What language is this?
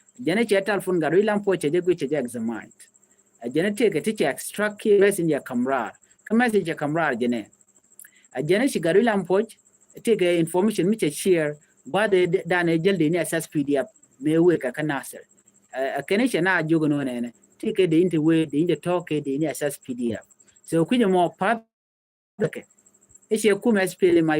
Nuer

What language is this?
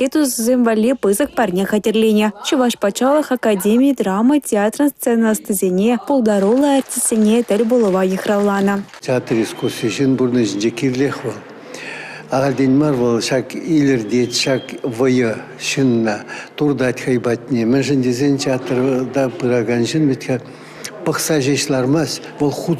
Chuvash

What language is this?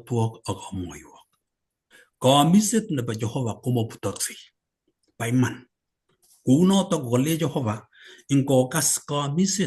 Kalenjin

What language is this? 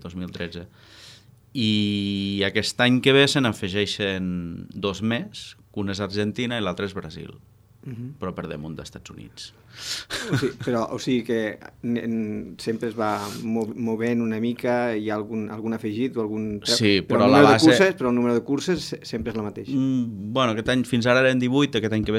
Catalan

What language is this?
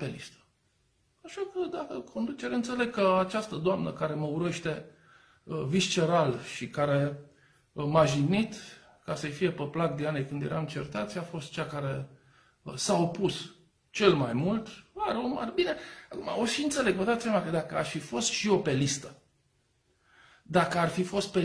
Romanian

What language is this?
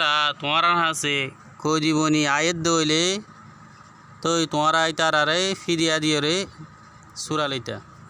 Rohingya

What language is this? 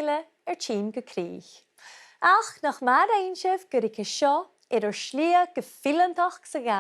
Scottish Gaelic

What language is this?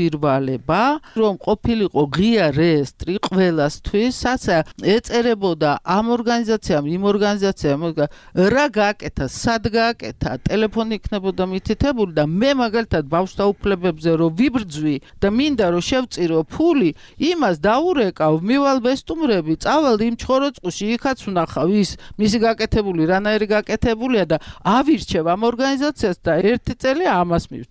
Georgian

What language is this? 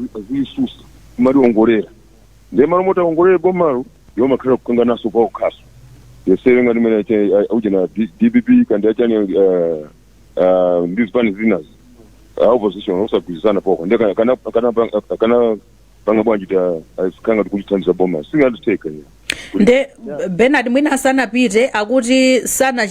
Nyanja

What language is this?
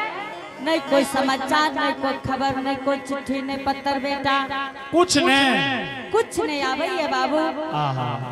Angika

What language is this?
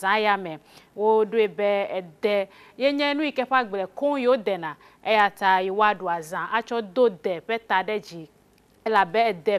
Ewe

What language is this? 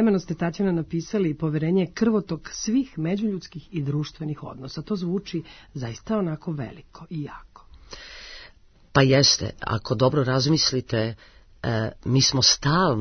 Serbian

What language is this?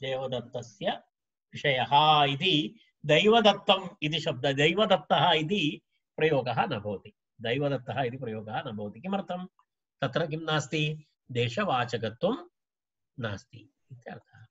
Sanskrit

